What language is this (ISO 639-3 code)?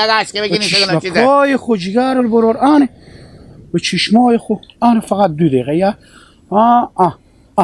haz